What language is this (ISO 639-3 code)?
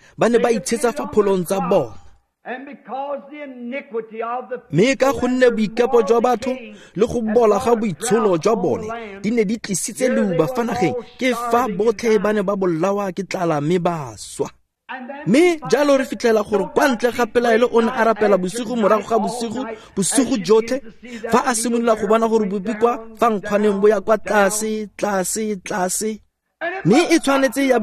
tsn